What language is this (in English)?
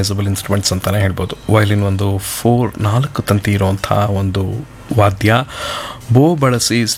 Kannada